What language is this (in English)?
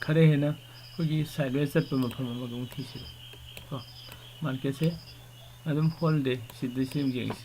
Manipuri